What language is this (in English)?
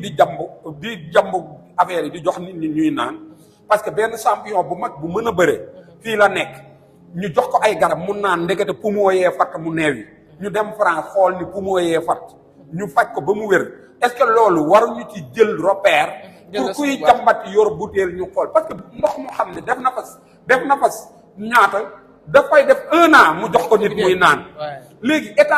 Wolof